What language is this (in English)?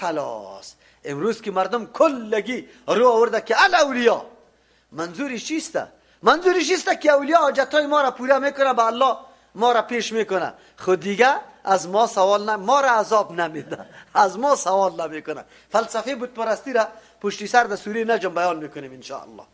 Persian